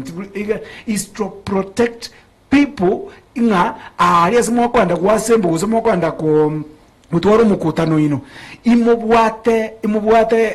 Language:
Gusii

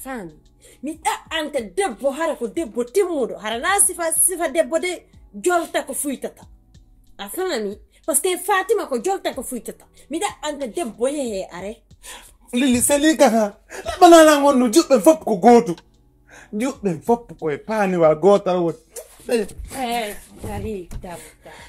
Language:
Fula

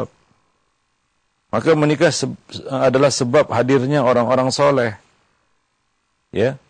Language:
Indonesian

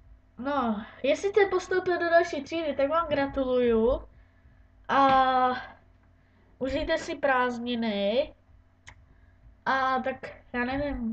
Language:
Czech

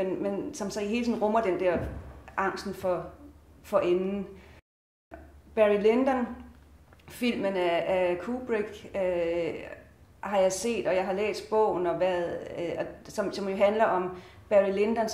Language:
Danish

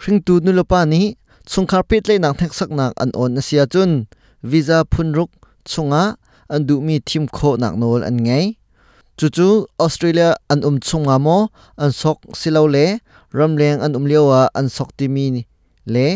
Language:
Hakha Chin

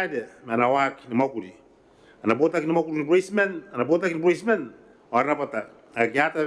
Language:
Gilbertese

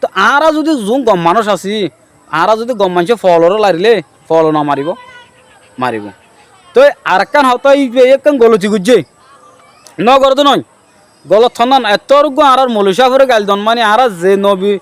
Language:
Rohingya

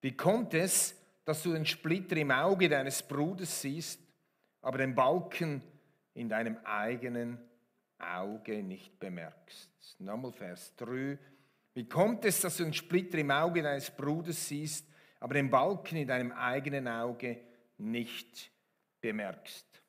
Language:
Swiss German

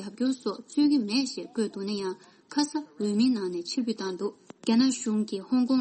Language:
Tibetan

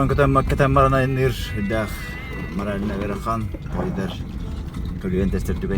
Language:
Yakut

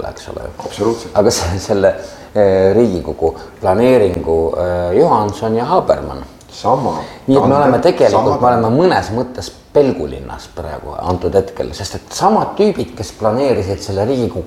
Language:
Estonian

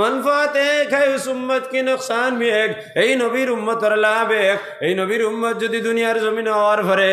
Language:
Sylheti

